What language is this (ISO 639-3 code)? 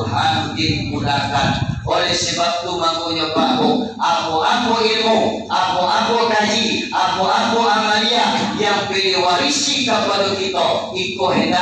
min